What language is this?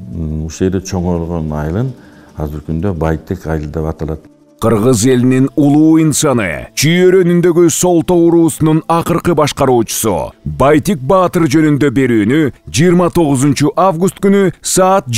Kyrgyz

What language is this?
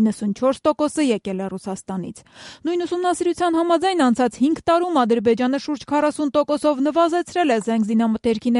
Armenian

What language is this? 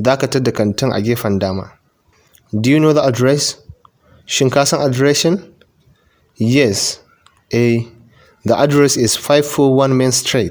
Hausa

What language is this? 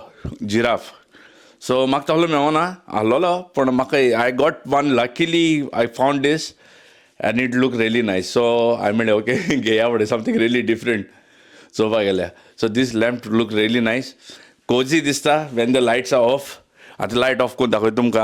Konkani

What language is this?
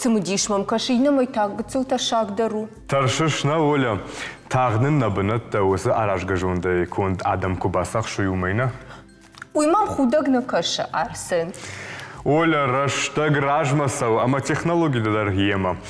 Ossetic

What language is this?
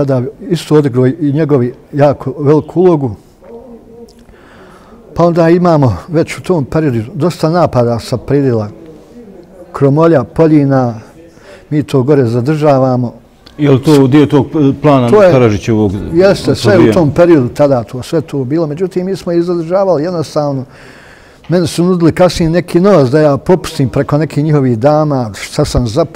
Bosnian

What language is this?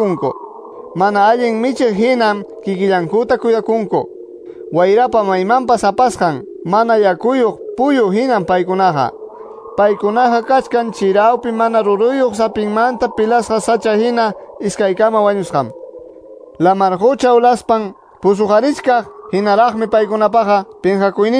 Quechua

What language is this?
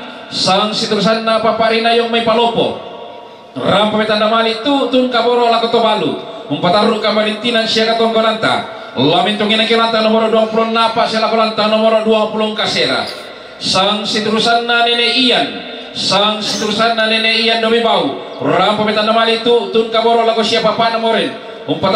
Toraja-Sa'dan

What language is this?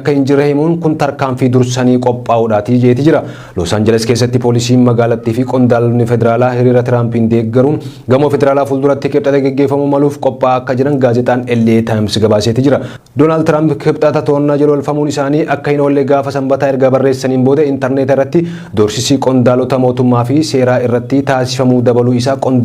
Oromo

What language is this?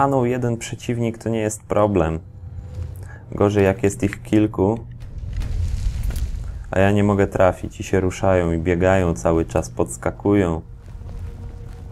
Polish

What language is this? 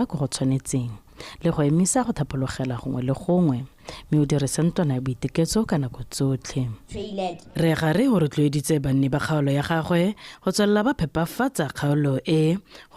Tswana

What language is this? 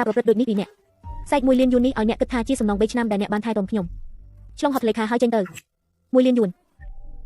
Khmer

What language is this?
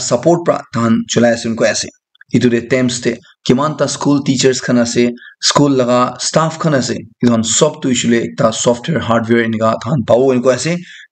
Naga Pidgin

